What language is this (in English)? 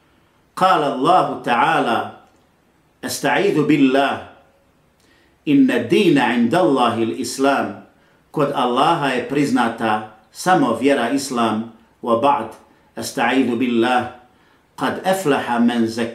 Bosnian